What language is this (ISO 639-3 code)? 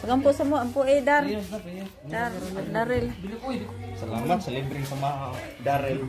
ceb